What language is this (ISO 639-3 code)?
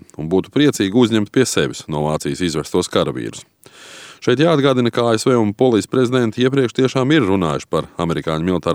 lav